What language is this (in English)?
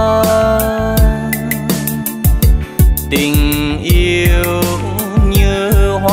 Vietnamese